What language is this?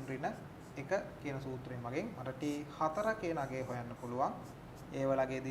Sinhala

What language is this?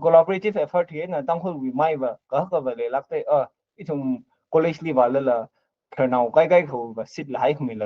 Tangkhul Naga (India)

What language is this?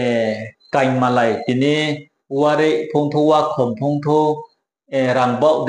Riang (India)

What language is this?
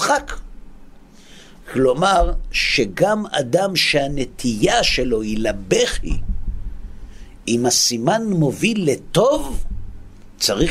Hebrew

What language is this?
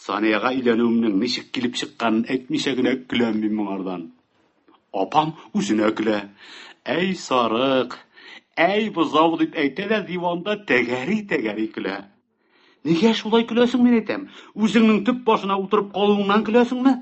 Tatar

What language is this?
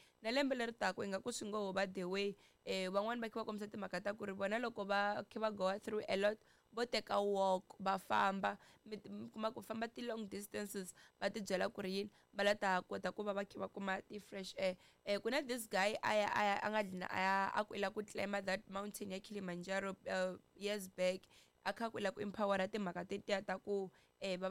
Tsonga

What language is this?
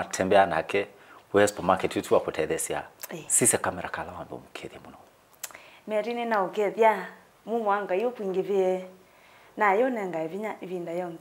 Kamba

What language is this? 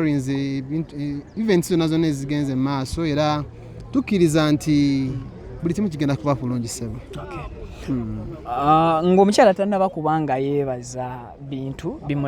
Ganda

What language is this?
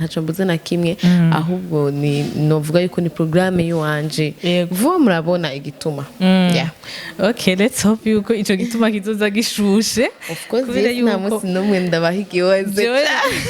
Rundi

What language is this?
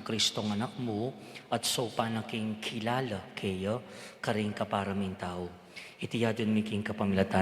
Pampanga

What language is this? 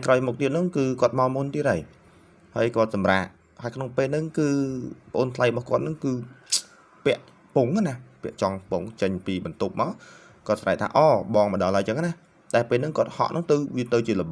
Khmer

